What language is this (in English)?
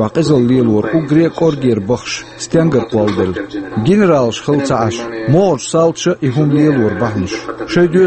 Chechen